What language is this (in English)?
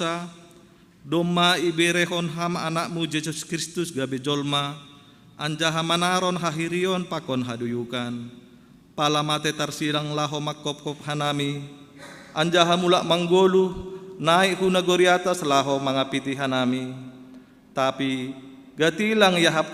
Batak Simalungun